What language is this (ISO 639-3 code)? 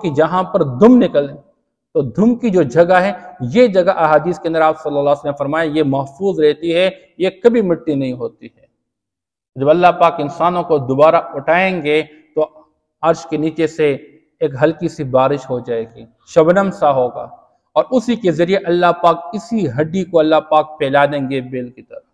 urd